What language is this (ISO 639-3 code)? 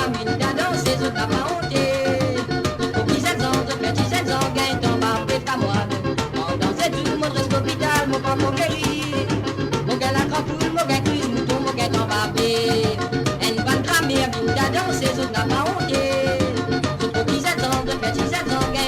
mfe